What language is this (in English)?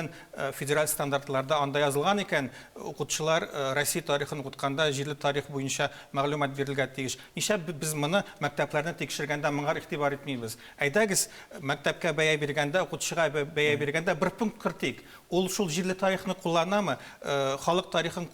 Tatar